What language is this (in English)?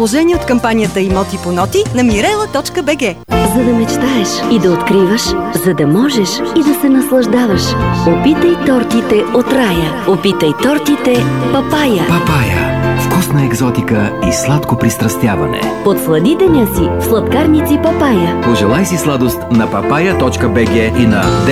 Bulgarian